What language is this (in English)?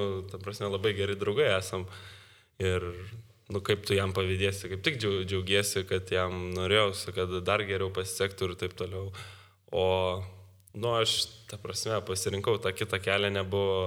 Lithuanian